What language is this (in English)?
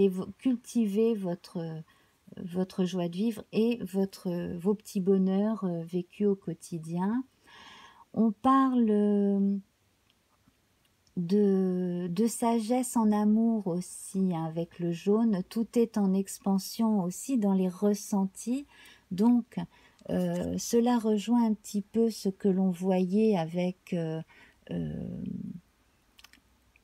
French